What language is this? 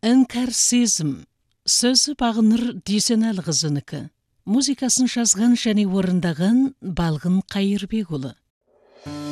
Kazakh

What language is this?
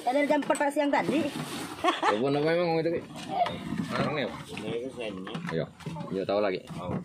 Musi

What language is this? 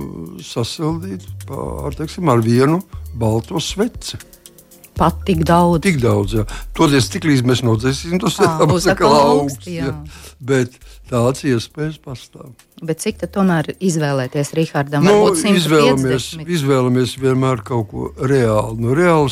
Latvian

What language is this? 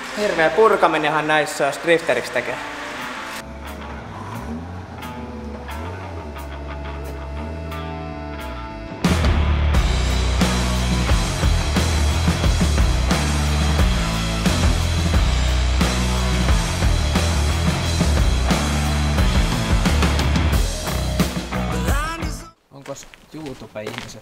Finnish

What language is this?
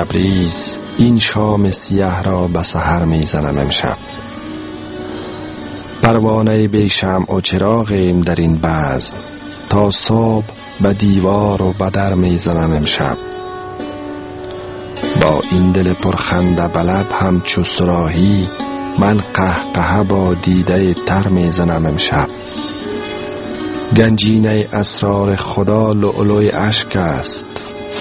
Persian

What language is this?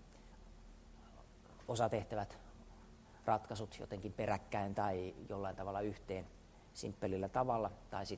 Finnish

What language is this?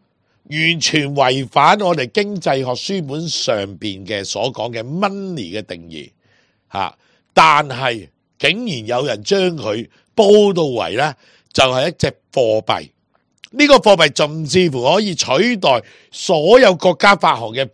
Cantonese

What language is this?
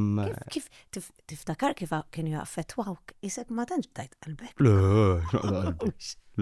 Maltese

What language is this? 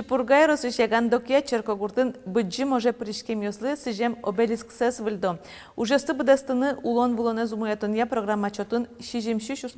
Udmurt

